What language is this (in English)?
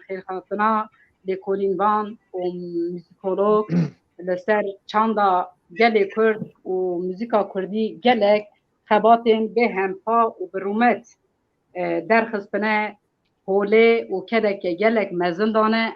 Kurdish